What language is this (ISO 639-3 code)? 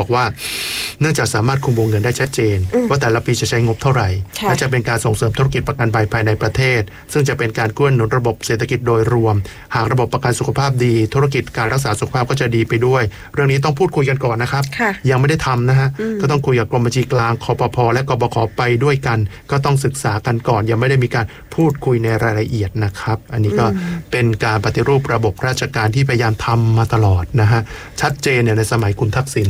tha